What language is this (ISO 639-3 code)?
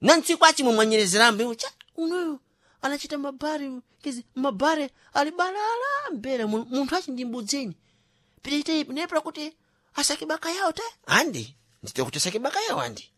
seh